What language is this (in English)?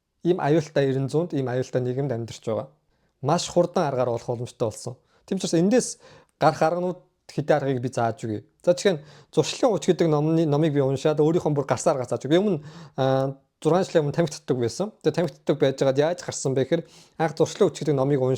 Mongolian